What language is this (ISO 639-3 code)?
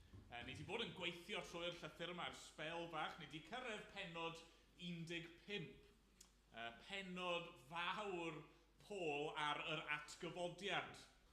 cym